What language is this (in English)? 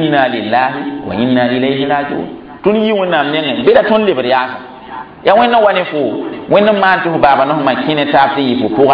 Mossi